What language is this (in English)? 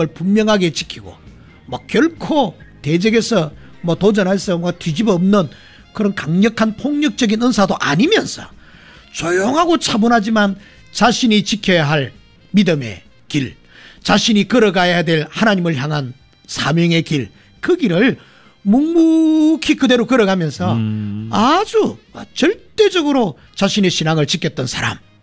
Korean